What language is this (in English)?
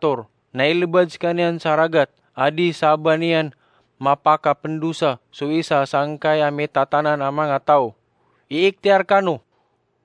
Maranao